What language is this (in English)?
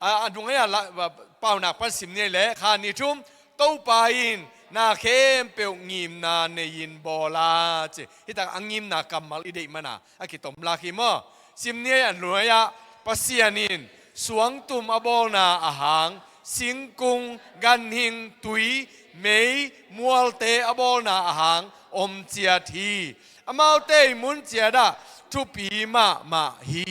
Tedim Chin